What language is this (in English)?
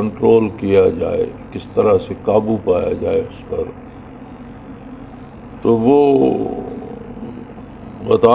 Urdu